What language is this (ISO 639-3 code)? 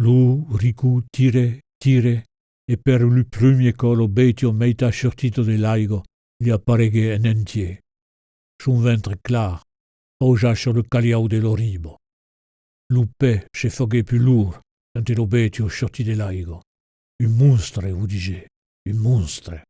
oci